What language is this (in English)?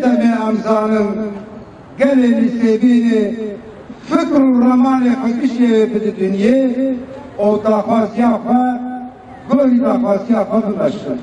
Kurdish